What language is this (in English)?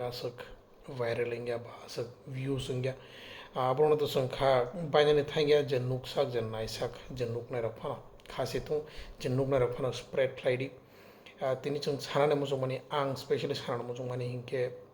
Kok Borok